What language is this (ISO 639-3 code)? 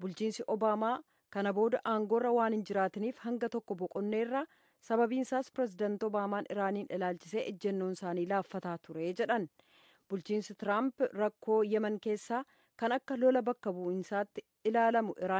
orm